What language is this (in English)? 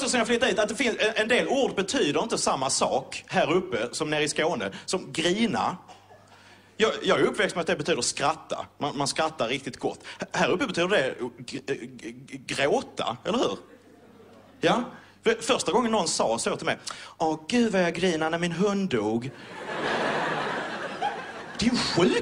Swedish